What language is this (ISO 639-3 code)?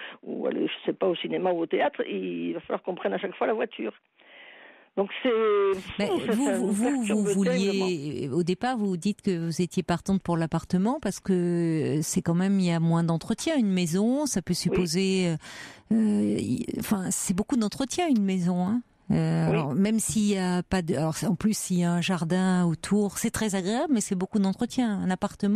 fra